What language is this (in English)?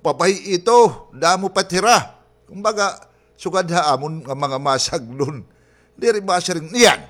Waray